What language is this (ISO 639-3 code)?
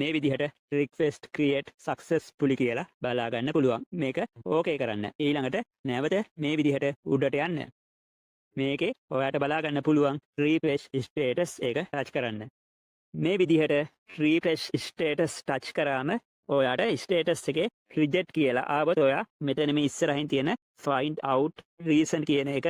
sin